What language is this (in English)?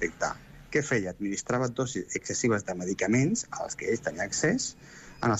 Catalan